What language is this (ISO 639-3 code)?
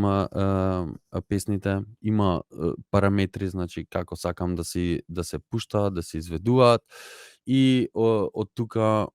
mkd